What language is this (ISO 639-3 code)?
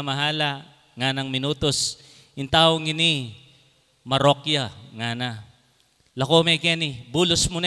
pam